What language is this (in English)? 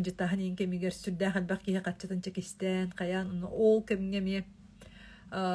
Yakut